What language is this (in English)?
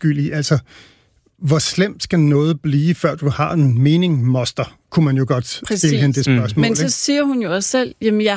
Danish